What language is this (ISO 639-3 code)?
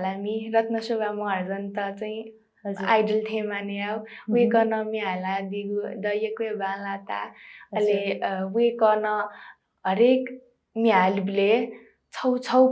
new